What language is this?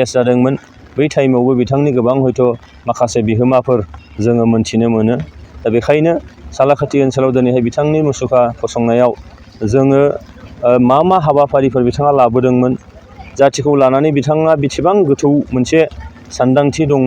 Bodo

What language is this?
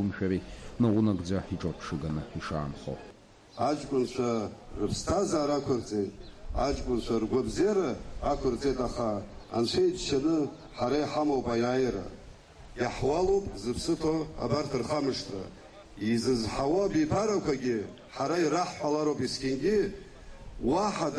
Abkhazian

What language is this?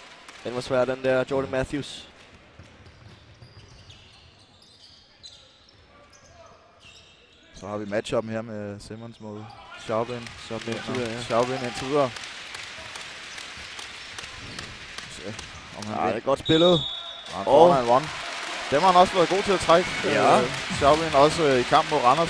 Danish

